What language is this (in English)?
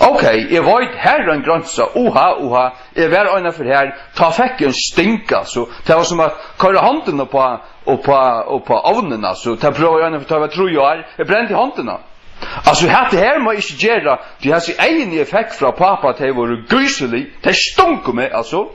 Faroese